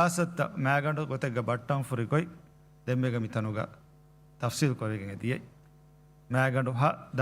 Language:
Divehi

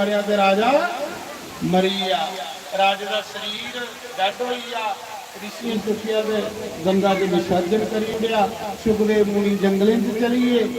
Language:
Dogri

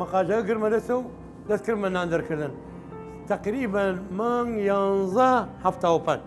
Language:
Southern Kurdish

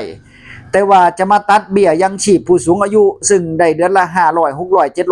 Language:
Northeastern Thai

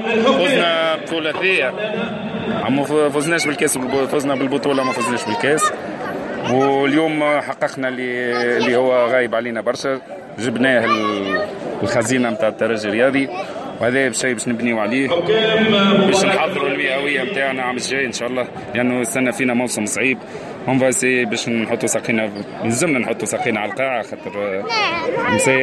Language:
Tunisian Arabic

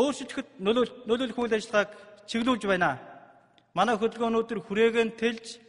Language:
Mongolian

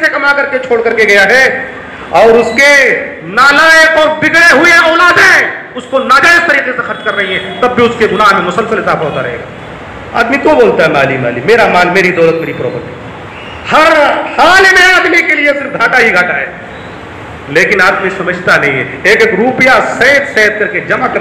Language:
Urdu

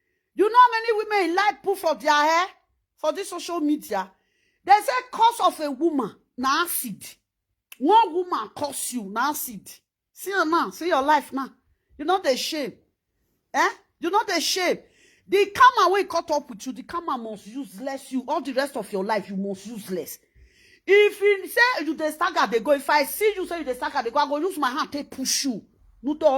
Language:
Nigerian Pidgin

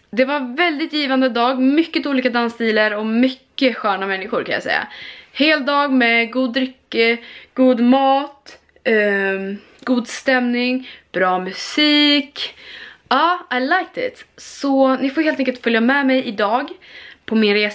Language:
Swedish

